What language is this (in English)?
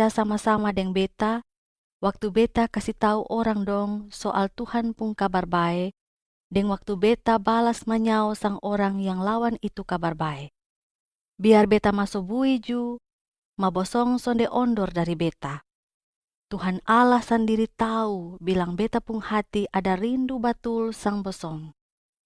Kupang Malay